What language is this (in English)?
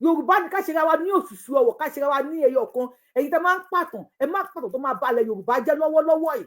Yoruba